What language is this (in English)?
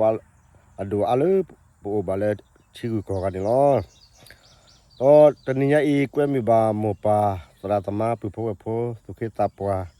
S'gaw Karen